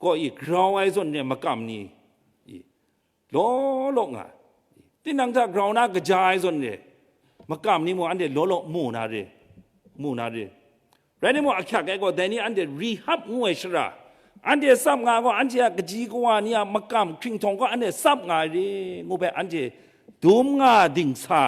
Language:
Kachin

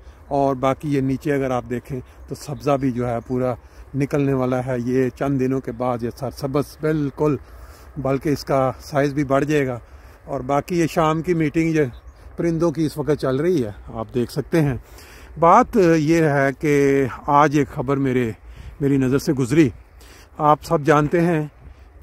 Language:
Urdu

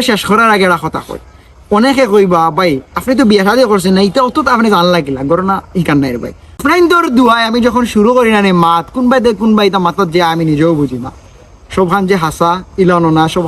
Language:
Sylheti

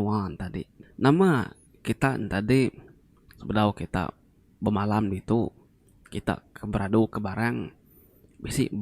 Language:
Iban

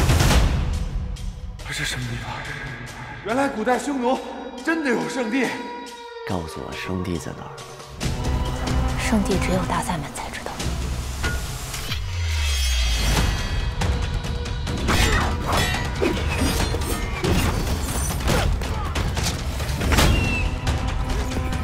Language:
Chinese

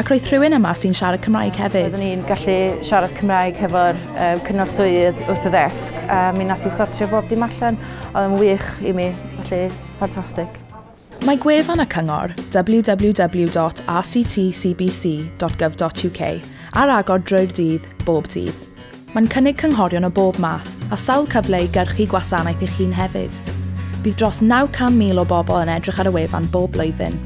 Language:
Welsh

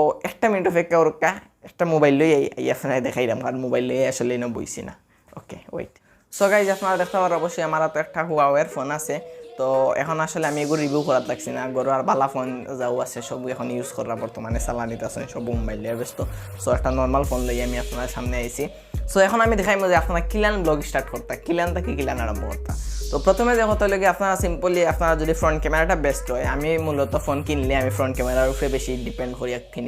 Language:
Sylheti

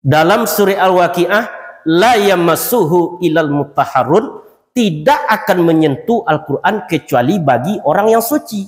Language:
Minangkabau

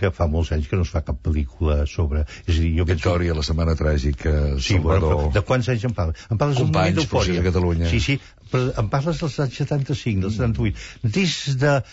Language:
Catalan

